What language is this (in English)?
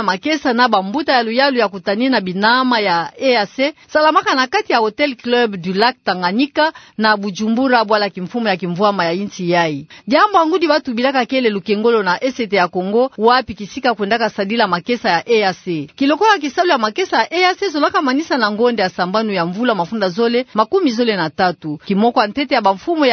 Kituba (Democratic Republic of Congo)